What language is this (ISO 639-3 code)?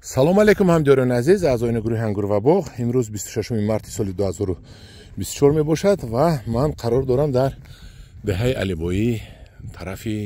tgk